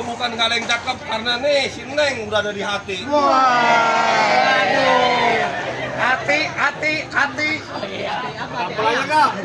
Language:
Betawi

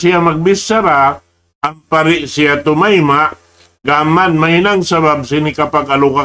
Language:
Tausug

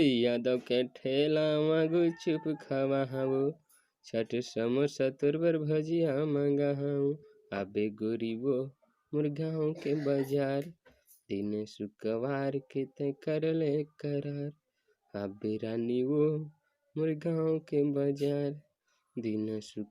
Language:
Chhattisgarhi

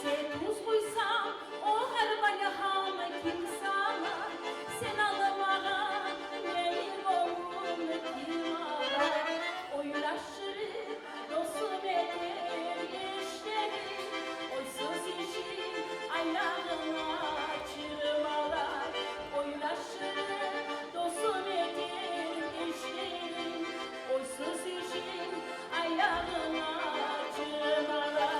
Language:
Kumyk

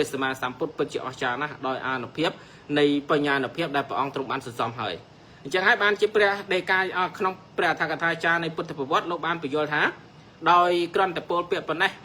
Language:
Khmer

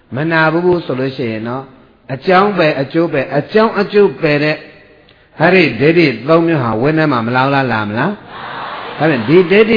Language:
Burmese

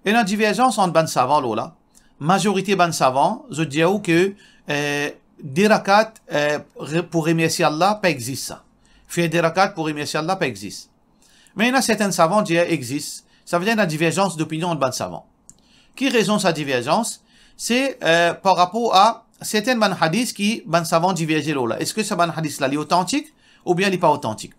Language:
Morisyen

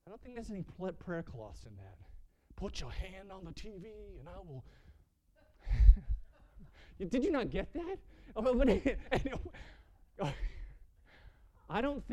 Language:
English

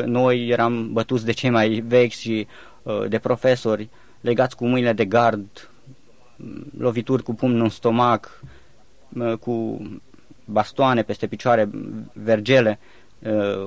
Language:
Romanian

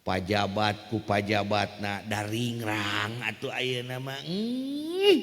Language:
Sundanese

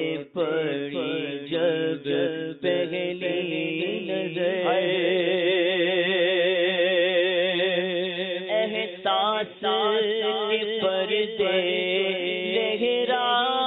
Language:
Urdu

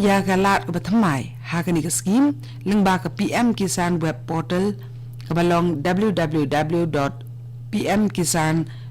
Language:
Khasi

